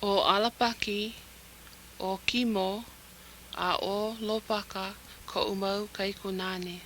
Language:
Hawaiian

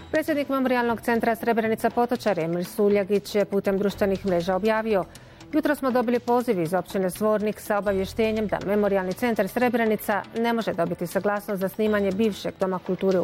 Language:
Bosnian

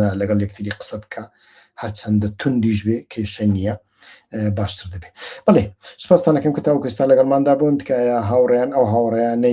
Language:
Central Kurdish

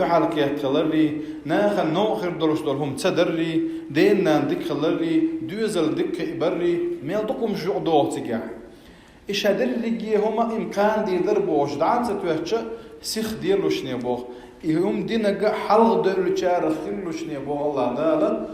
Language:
Chechen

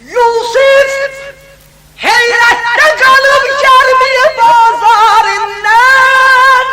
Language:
South Azerbaijani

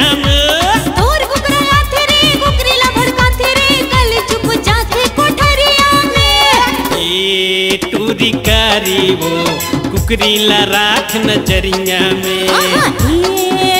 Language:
Chhattisgarhi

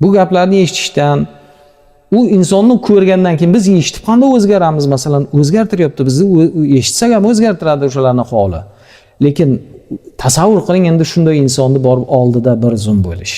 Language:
Uzbek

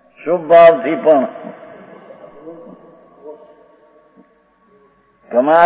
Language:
Gujarati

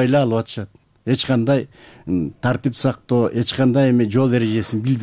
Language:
Kyrgyz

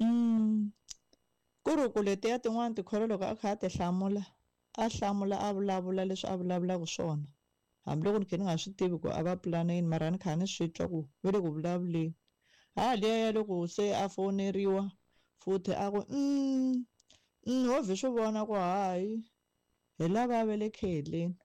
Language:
Tsonga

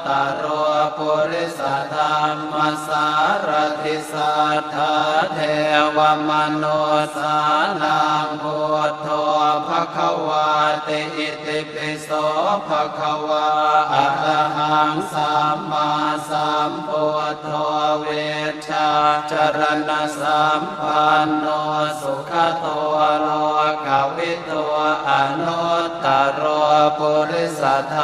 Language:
Pali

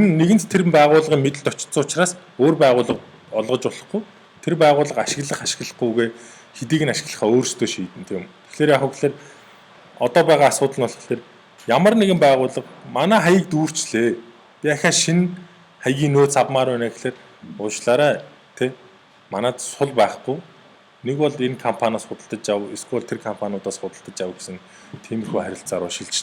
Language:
Mongolian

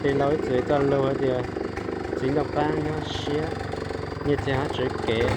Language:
Hmong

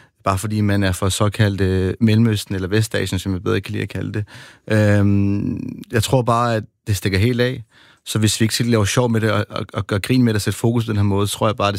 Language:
Danish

